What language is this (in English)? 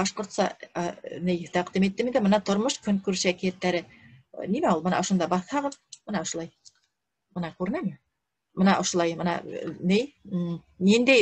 Bashkir